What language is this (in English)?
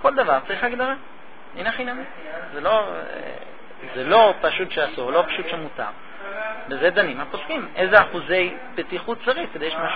Hebrew